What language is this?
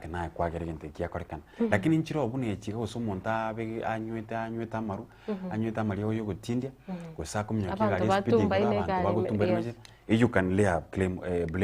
Gusii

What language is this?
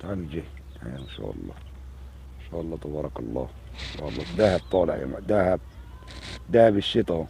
Egyptian Arabic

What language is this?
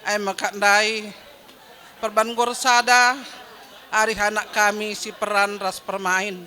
Batak Karo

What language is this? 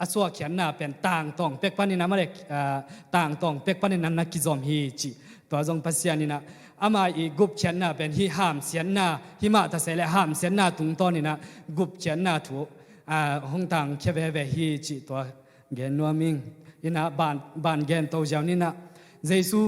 Tedim Chin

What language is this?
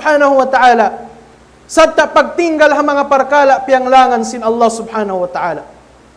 Tausug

